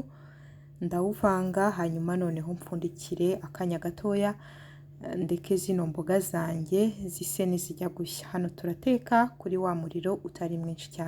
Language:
Kinyarwanda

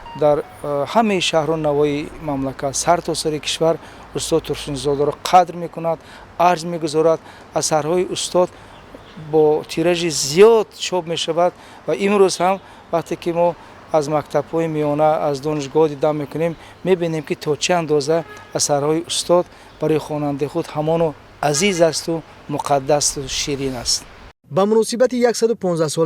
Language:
Tajik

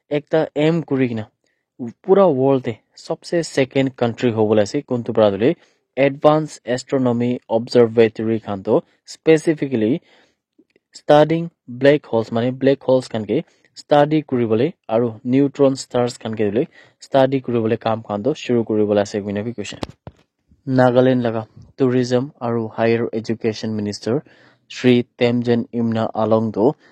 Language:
Naga Pidgin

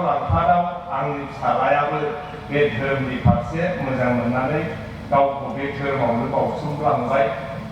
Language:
Bodo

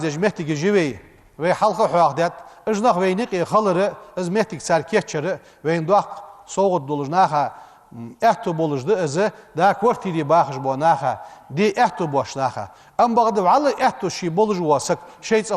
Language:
Ingush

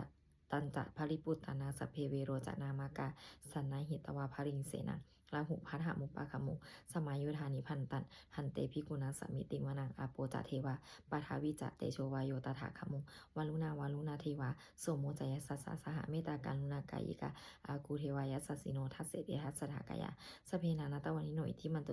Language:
Pali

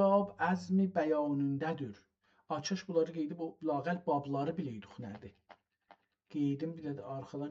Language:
South Azerbaijani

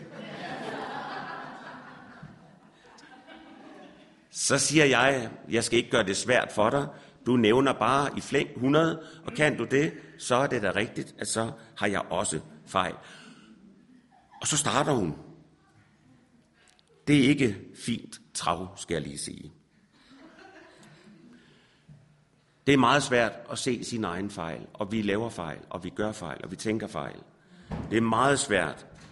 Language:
Danish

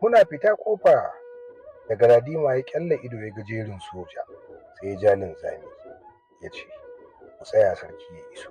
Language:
Hausa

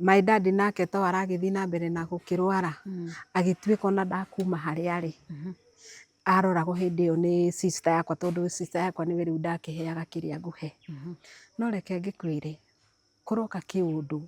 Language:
Kikuyu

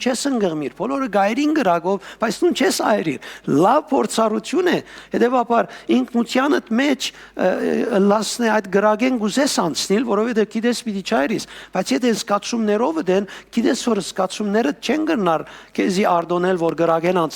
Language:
Western Armenian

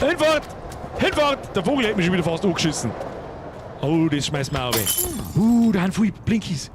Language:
Bavarian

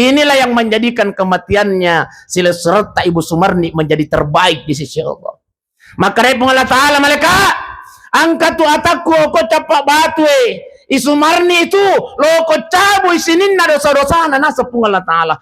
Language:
Buginese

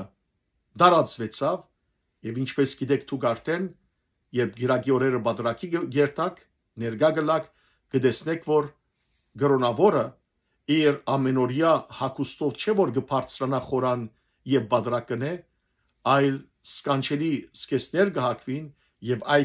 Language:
Western Armenian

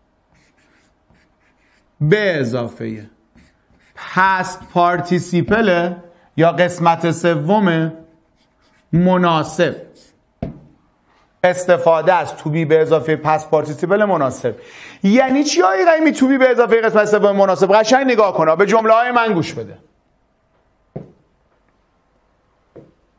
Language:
Persian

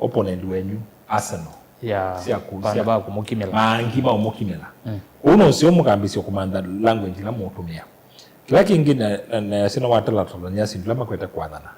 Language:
Kamba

